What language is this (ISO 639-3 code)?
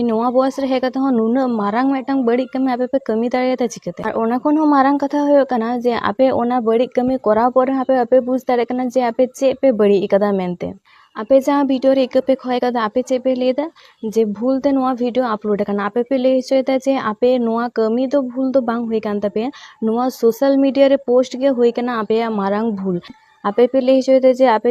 sat